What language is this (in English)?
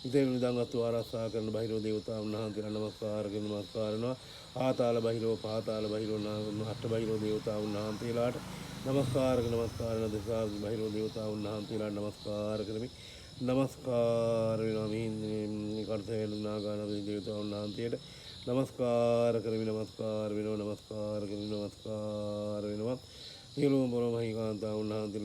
Sinhala